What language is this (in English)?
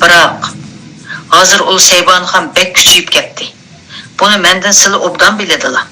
Uyghur